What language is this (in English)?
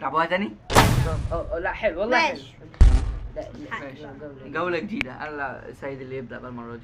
Egyptian Arabic